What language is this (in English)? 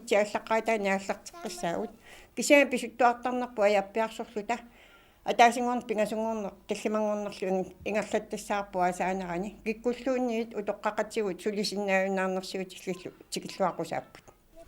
Kalaallisut